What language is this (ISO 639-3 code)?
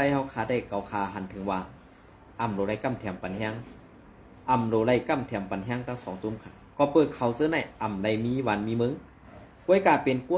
shn